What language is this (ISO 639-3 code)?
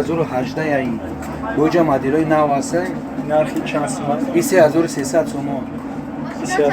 tgk